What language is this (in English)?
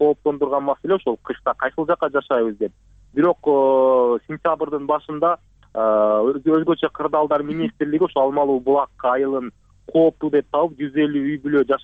Kyrgyz